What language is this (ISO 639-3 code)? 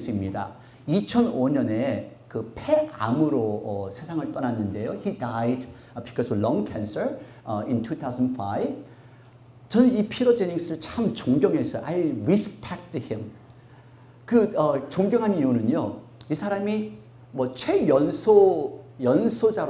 kor